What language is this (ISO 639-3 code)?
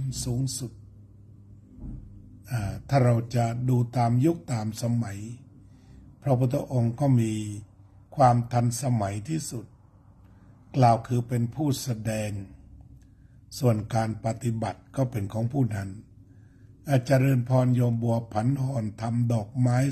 tha